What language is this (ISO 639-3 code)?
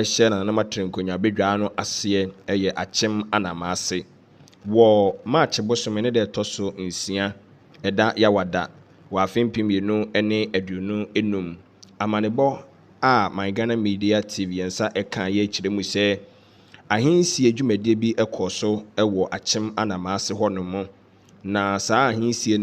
aka